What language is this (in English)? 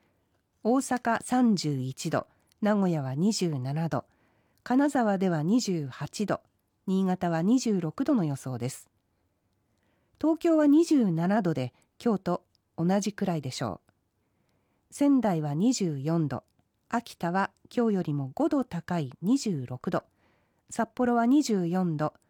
Japanese